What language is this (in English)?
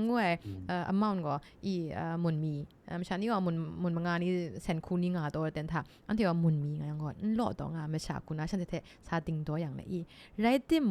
Kachin